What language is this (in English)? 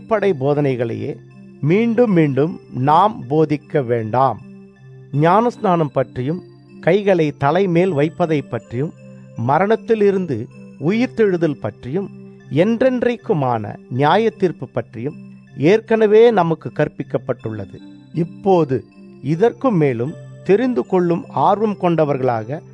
Tamil